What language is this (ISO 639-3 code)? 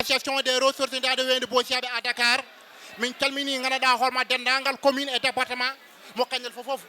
ful